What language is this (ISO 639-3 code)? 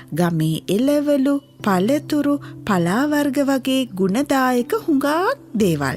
sin